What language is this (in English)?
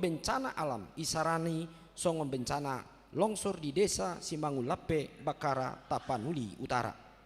Batak Toba